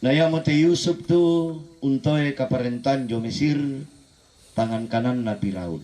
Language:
Toraja-Sa'dan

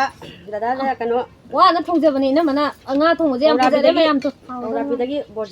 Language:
Manipuri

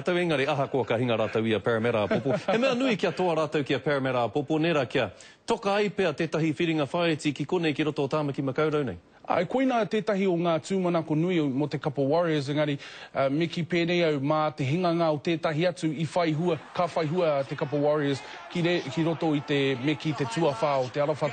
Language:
Māori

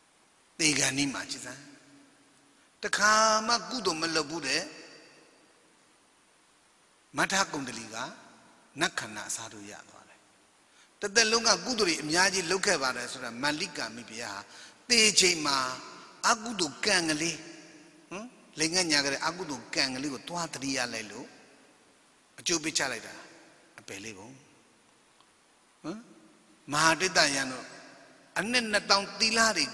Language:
Burmese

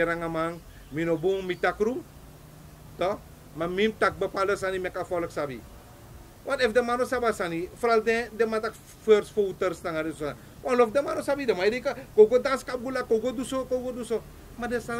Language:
Sranan Tongo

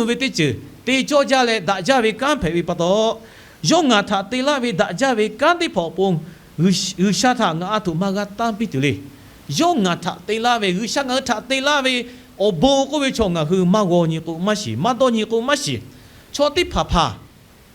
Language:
Lahu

